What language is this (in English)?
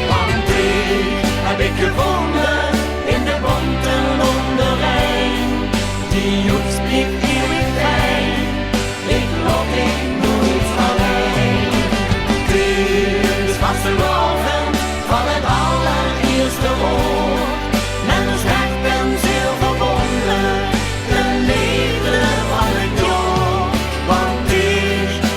Limburgish